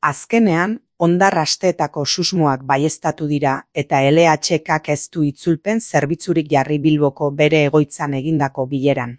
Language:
Basque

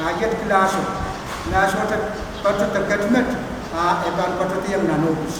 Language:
Pohnpeian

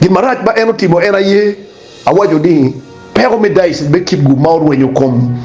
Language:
Acoli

